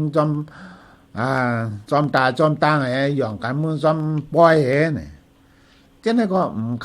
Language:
Shan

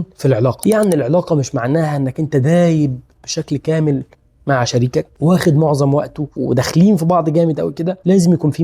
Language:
Egyptian Arabic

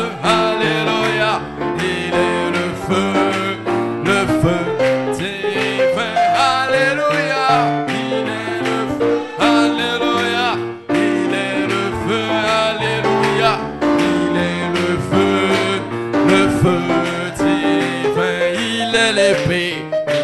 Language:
French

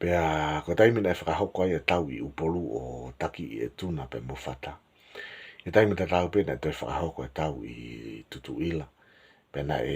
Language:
Tongan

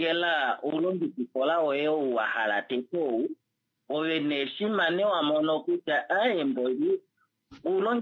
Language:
Kuanyama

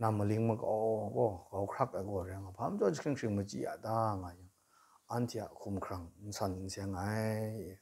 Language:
Kachin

